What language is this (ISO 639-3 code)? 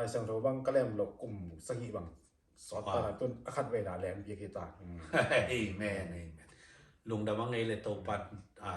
ctd